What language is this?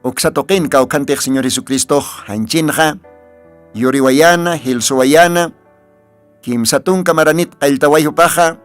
Aymara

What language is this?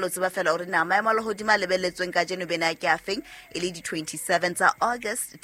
Southern Sotho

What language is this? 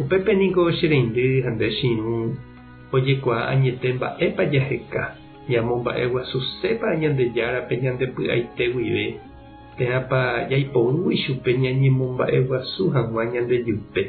Guarani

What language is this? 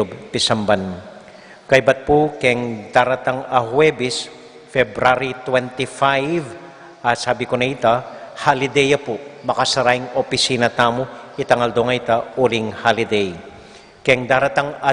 Pampanga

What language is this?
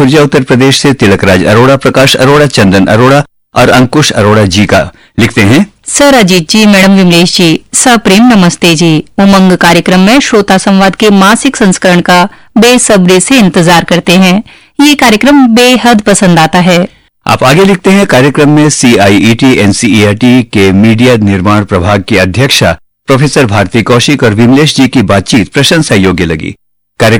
Hindi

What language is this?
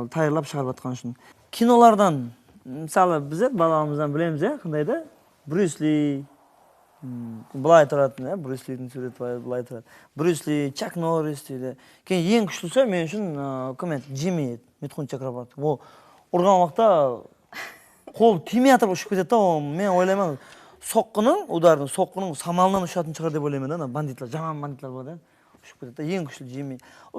Kara-Kalpak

